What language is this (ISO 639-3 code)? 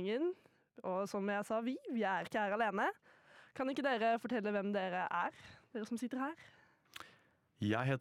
nor